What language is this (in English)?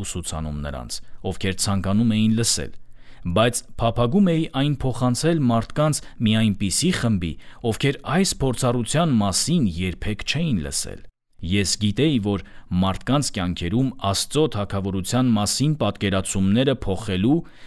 Armenian